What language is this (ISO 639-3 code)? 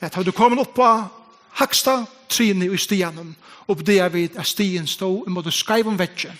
fao